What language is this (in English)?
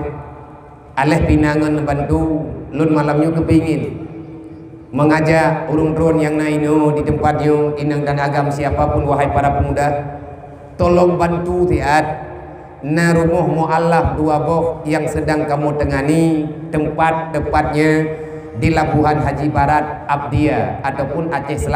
Achinese